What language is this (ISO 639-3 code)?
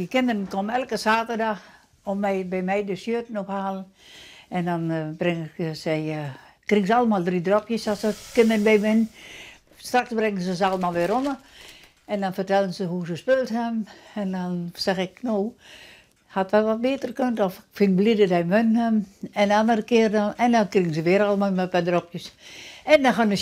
fry